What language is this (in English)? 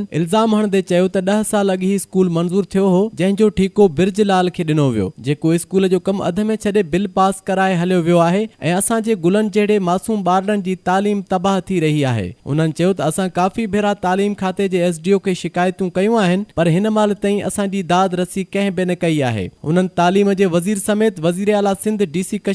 Sindhi